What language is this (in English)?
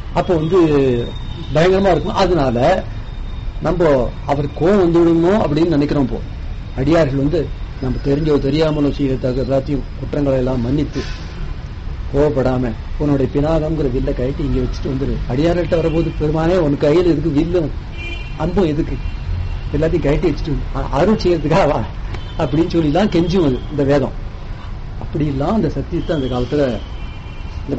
Tamil